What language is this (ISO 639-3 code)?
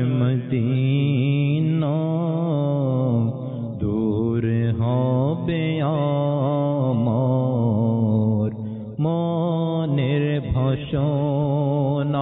ben